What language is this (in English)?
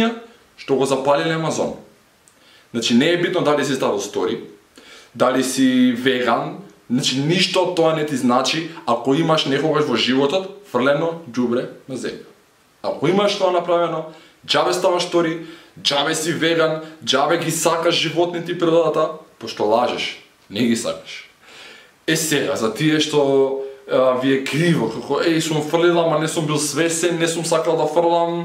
Macedonian